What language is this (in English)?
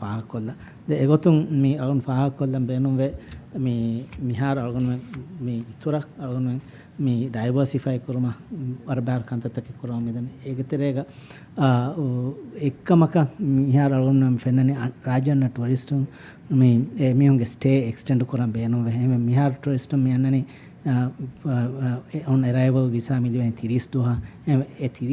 Divehi